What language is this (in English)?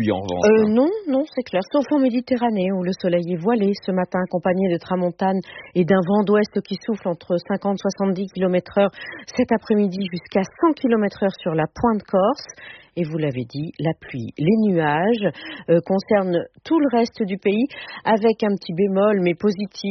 French